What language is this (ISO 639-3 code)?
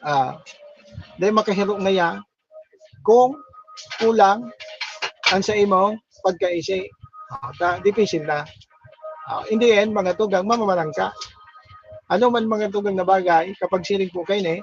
bik